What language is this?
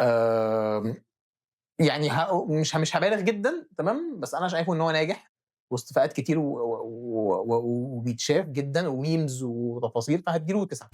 Egyptian Arabic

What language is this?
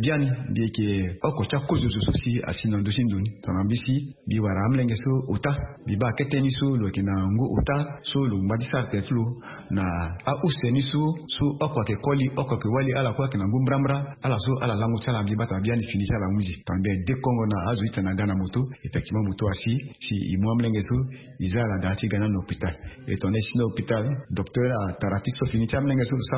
Sango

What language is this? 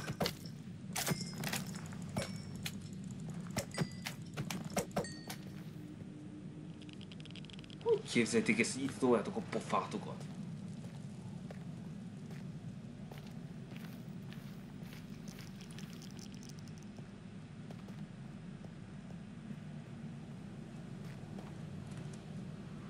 Hungarian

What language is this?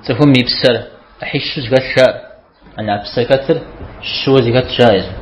Kabardian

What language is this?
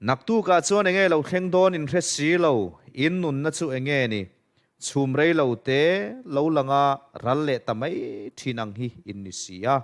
Mizo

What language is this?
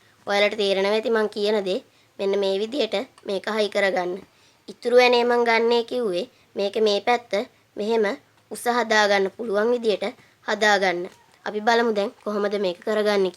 Sinhala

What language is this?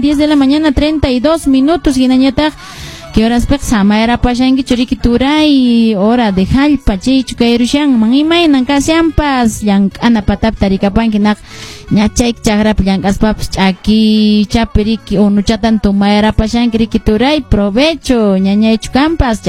Quechua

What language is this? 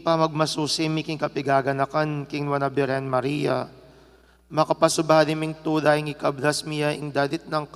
Pampanga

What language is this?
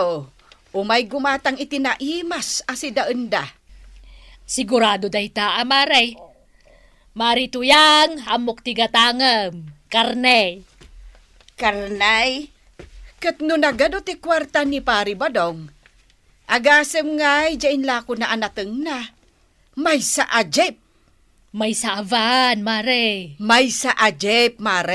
Iloko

